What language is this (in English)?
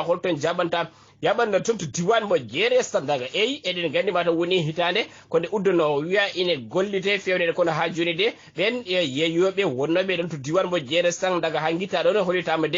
Fula